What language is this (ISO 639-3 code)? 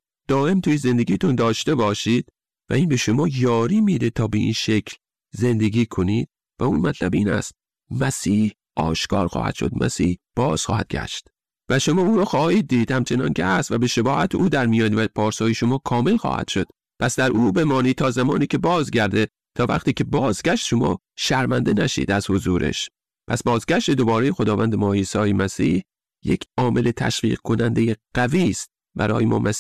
fas